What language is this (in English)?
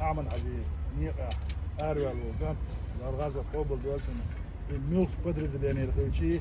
Chechen